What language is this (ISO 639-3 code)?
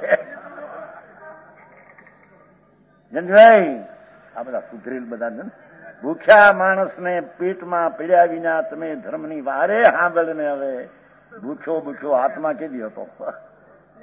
guj